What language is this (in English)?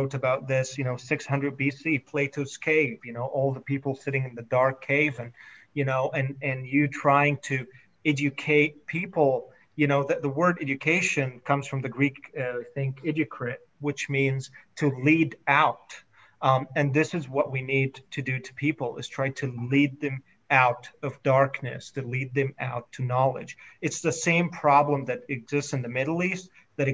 English